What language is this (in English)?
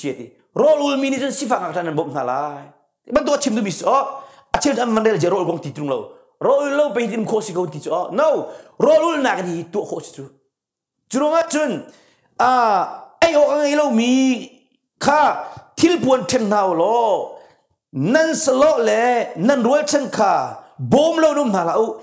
Hakha Chin